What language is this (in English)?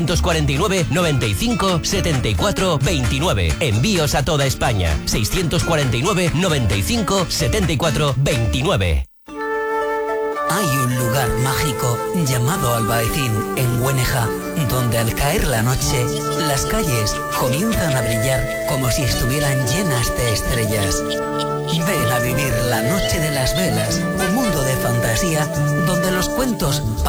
Spanish